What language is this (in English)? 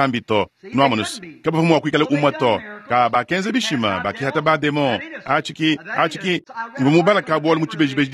Luba-Lulua